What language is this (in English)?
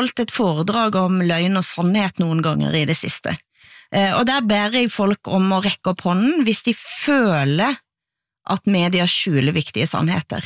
Norwegian